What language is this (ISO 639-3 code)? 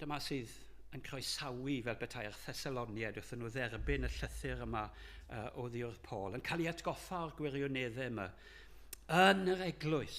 cym